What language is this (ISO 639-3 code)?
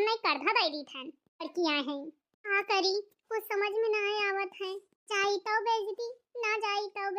awa